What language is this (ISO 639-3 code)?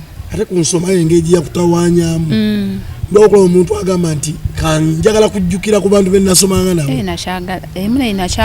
lug